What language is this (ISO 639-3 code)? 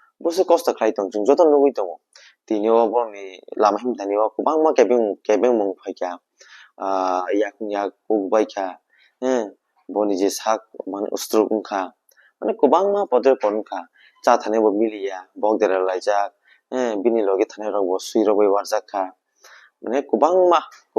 trp